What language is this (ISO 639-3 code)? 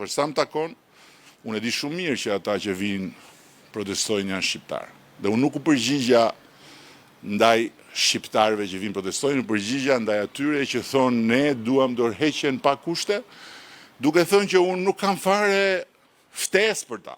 sqi